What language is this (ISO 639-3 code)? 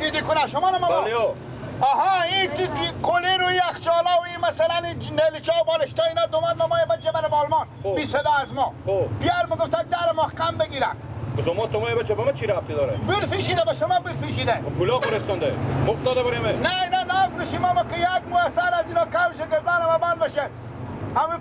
fas